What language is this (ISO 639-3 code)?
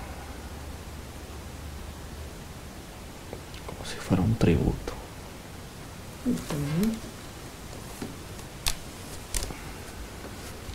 spa